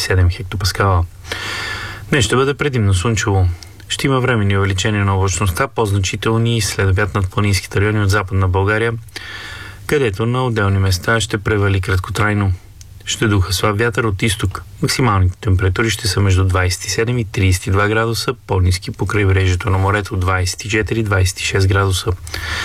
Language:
Bulgarian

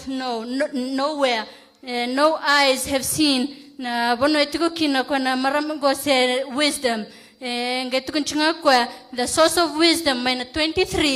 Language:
Fijian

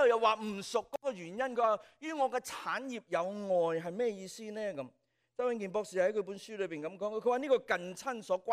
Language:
Cantonese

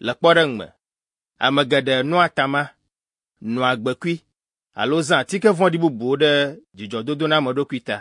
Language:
Ewe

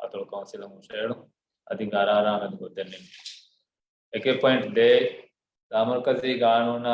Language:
Divehi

